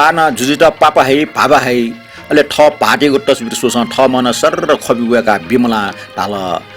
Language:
Newari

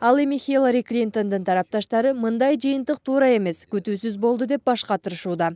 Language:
Kyrgyz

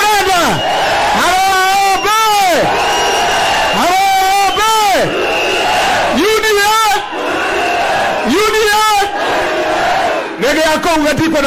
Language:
Swahili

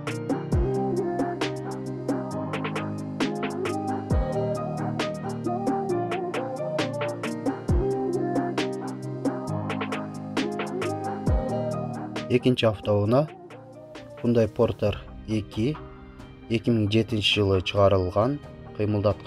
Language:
Kyrgyz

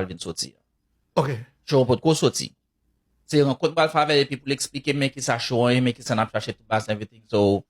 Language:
Haitian Creole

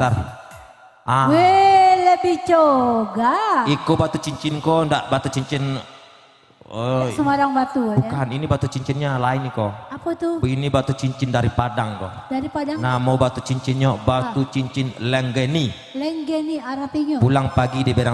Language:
Minangkabau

